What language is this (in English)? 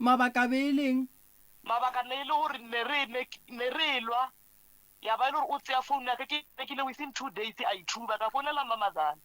Northern Sotho